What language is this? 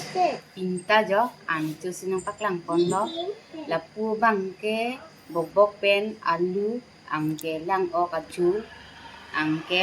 Karbi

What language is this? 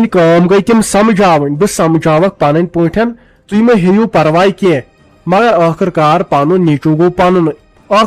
Kashmiri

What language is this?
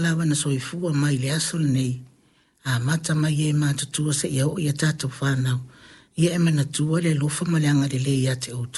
Samoan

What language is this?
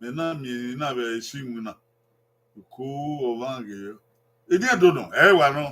Bini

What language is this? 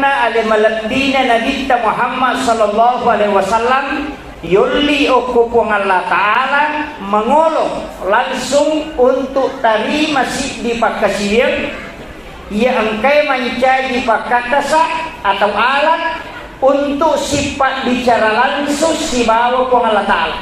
Buginese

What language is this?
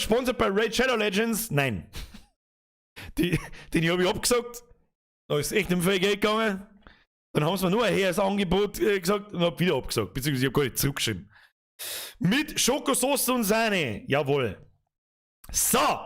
Bavarian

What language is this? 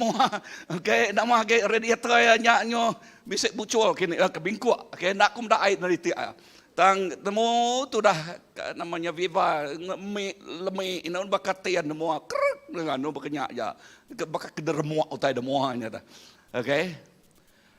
Iban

